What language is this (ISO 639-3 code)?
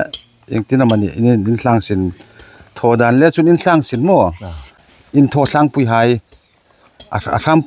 hmr